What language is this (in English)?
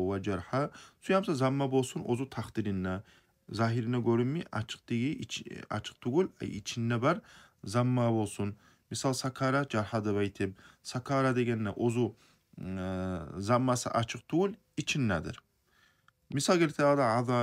Kumyk